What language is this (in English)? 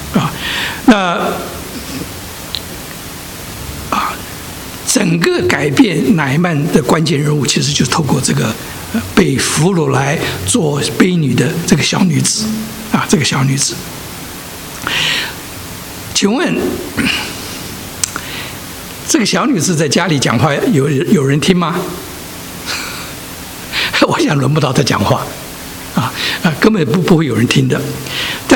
Chinese